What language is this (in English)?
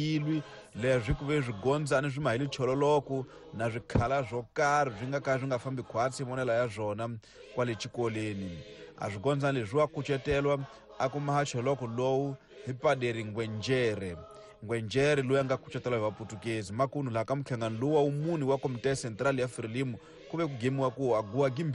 Tsonga